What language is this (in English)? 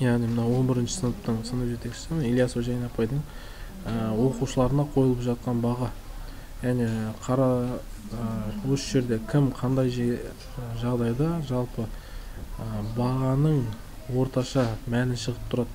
Kazakh